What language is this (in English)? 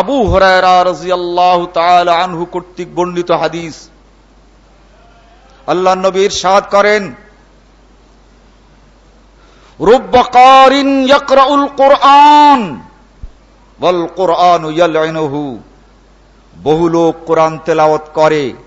Bangla